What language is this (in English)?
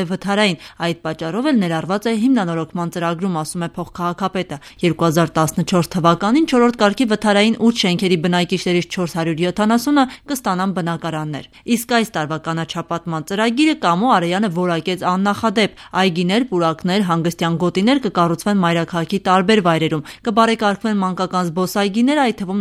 Armenian